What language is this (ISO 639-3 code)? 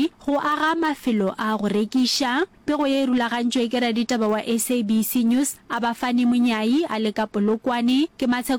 nso